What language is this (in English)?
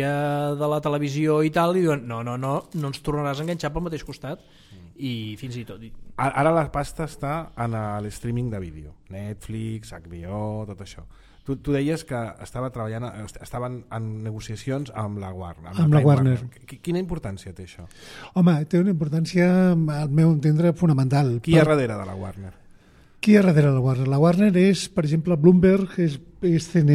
Catalan